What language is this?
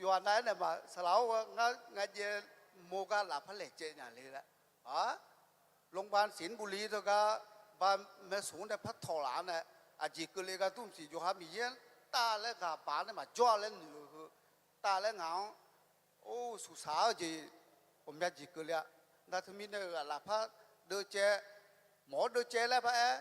Akha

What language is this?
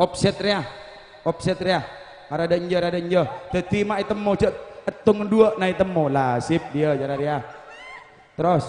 Madurese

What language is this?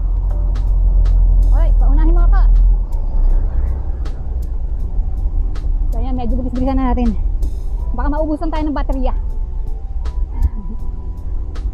Filipino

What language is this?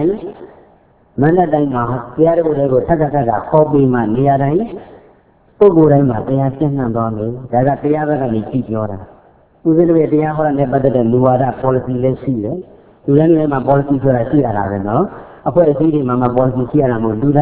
Burmese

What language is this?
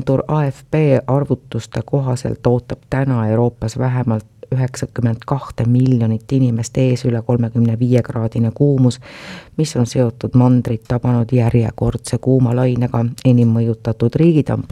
Estonian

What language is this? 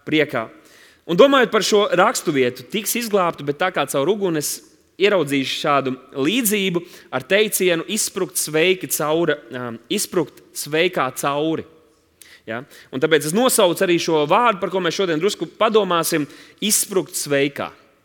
Latvian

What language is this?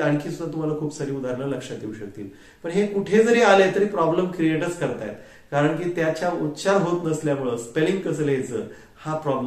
Marathi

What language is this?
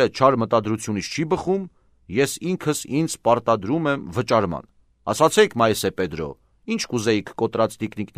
Armenian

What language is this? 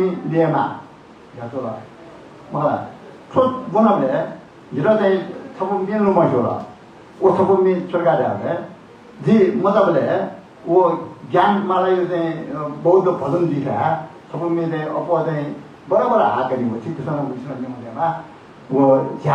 Newari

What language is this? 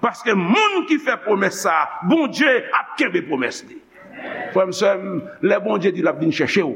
Haitian Creole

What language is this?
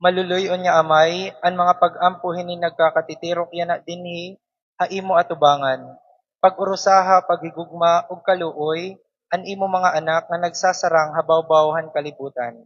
Waray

